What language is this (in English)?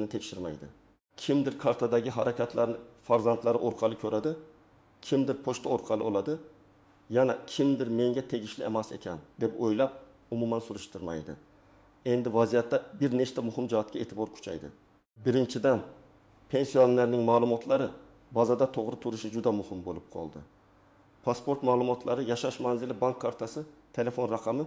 Uzbek